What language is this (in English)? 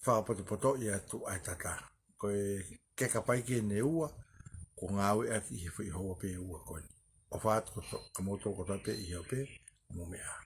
Tongan